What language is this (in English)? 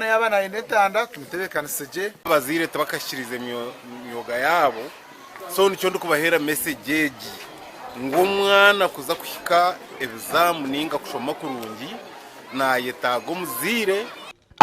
Nyankole